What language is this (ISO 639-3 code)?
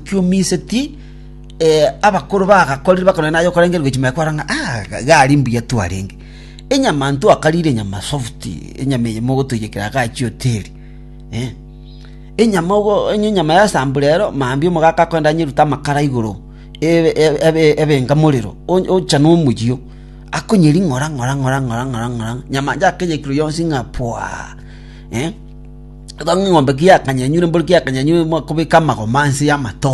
guz